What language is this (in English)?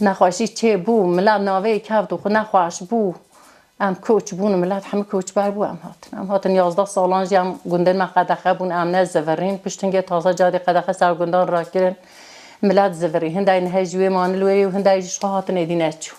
Kurdish